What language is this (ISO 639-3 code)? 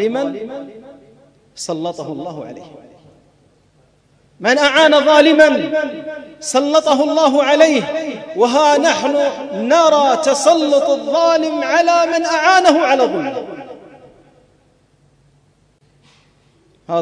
ara